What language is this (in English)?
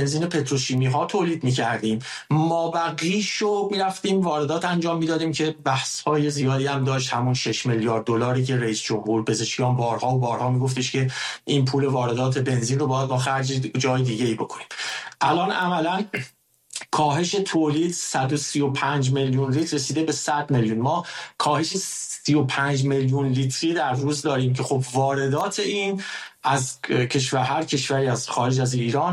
Persian